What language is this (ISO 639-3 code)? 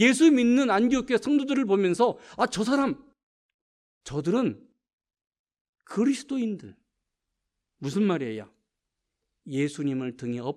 kor